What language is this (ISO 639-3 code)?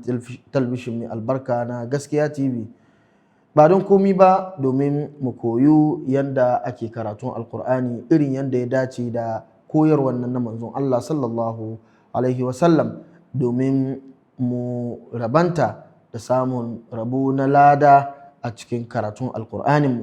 hau